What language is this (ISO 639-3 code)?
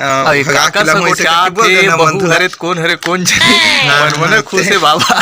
hne